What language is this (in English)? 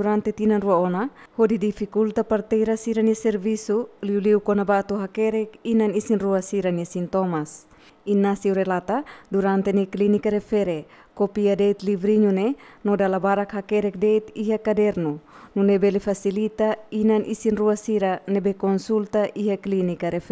Tetum